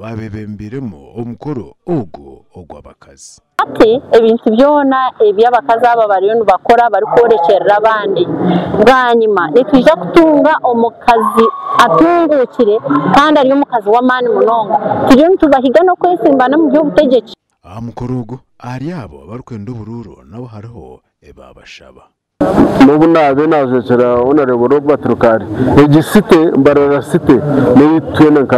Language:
Nyankole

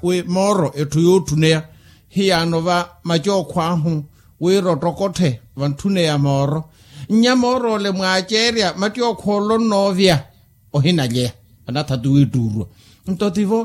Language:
Makhuwa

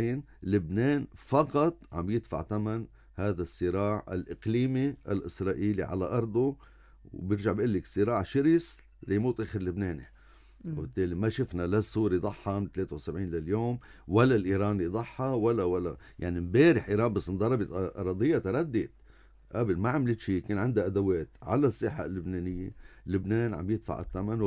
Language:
North Levantine Arabic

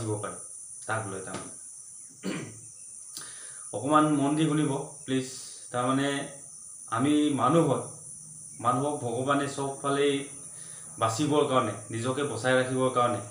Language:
Assamese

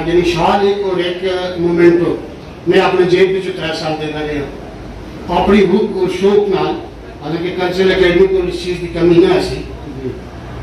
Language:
Urdu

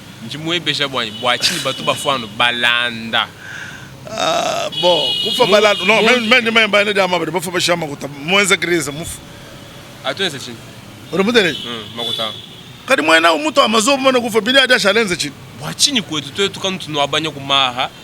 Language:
Luba-Lulua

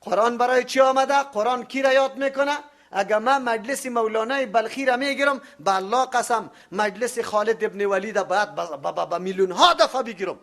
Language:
Persian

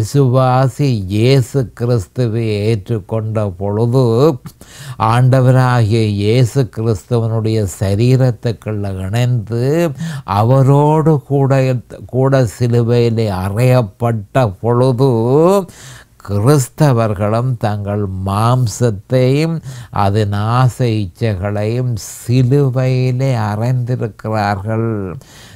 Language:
Tamil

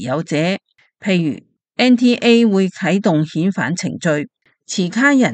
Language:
Cantonese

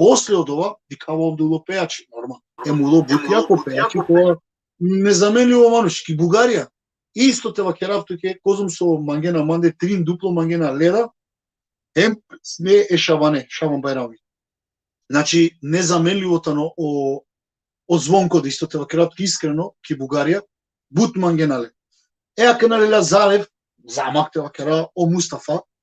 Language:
Balkan Romani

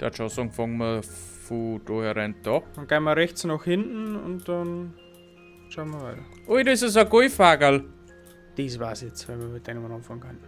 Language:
Bavarian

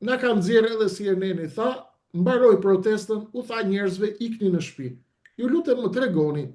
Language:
Albanian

